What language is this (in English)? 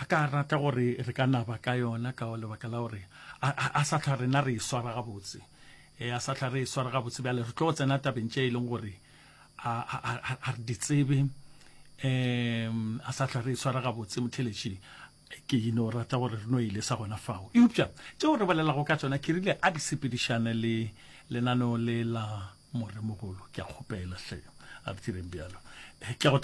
Northern Sotho